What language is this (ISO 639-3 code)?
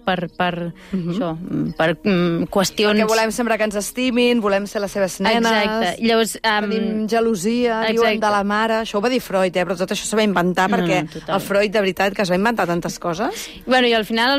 cat